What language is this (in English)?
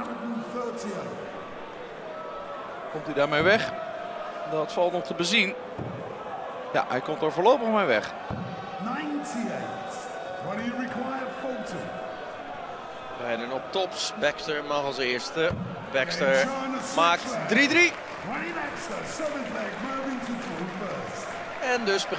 Dutch